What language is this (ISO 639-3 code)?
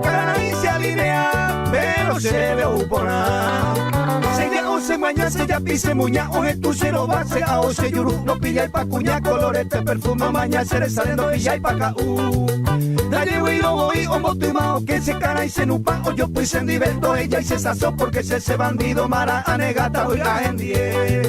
grn